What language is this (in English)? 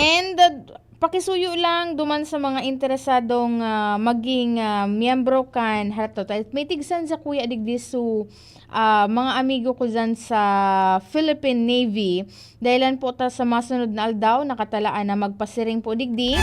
Bikol